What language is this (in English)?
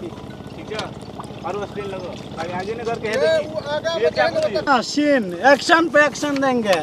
Maithili